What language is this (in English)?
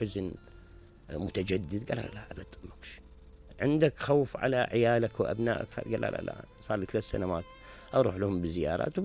Mesopotamian Arabic